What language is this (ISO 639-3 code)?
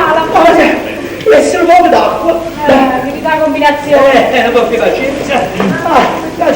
nap